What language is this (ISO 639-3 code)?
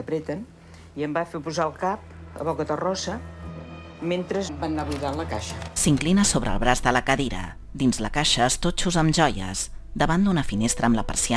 cat